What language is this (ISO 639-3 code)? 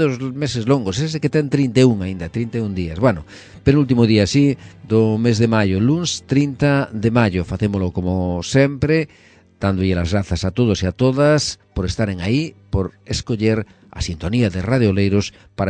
glg